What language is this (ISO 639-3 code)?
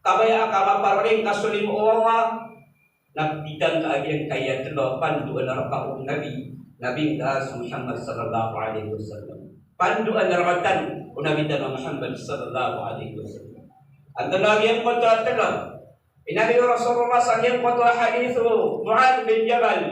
mrw